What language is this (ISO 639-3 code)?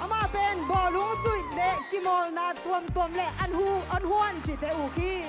ctd